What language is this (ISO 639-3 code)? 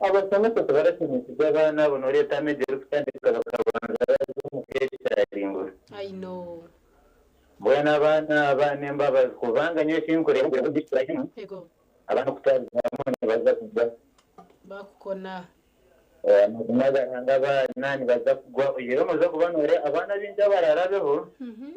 nyn